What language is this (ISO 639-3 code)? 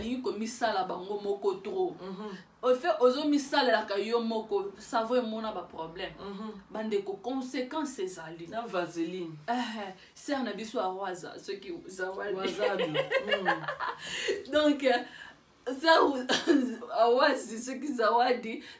lin